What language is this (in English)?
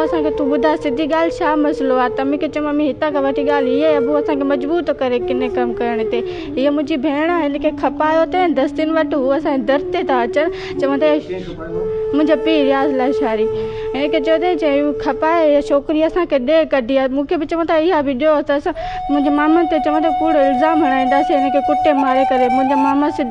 Sindhi